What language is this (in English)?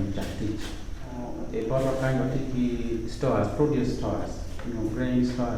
Acoli